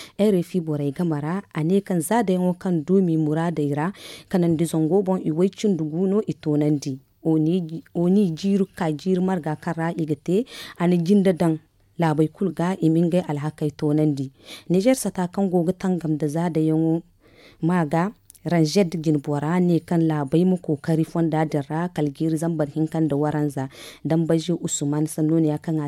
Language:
Zarma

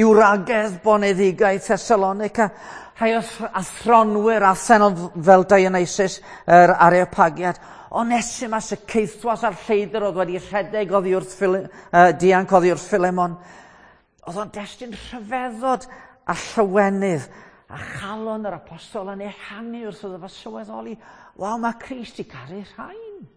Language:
Welsh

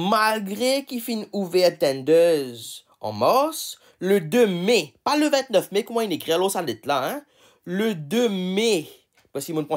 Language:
Morisyen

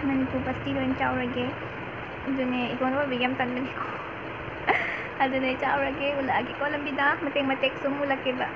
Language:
Manipuri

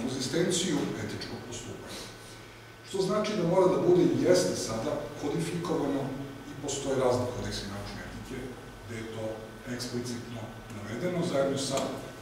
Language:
Serbian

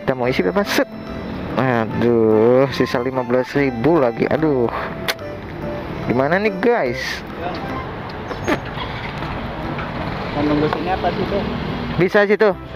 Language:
Indonesian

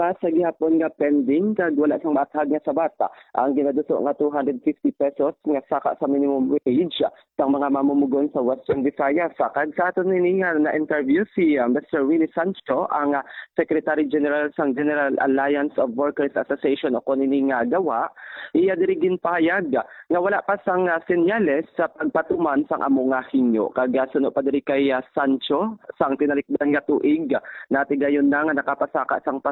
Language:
Hiligaynon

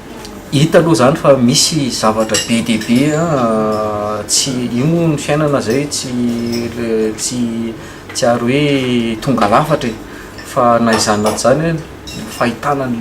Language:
Malagasy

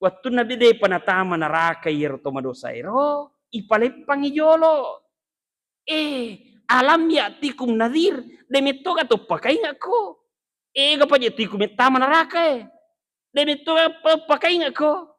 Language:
Buginese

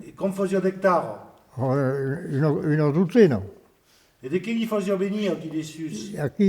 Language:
Occitan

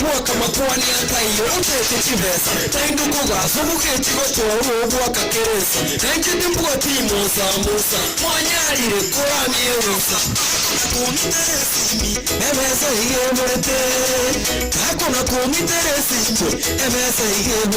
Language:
Gusii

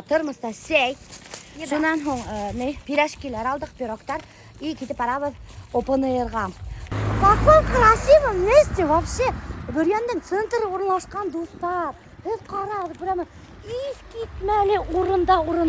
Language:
Bashkir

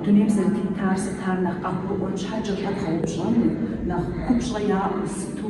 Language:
Kabardian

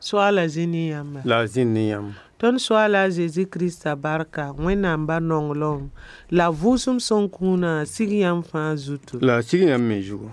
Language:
Mossi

